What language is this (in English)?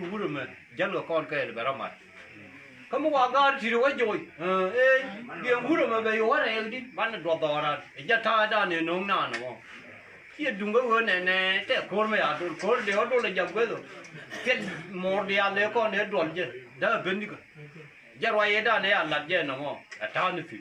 Nuer